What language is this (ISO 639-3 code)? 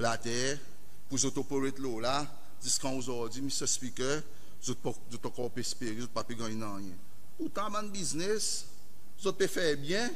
crs